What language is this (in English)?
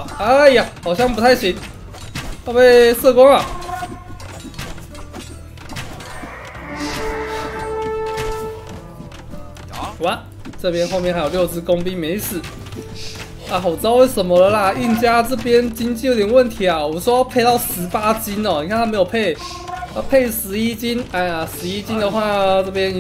Chinese